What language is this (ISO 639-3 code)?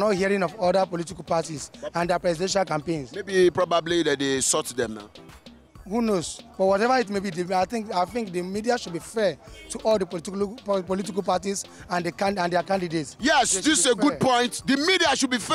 pcm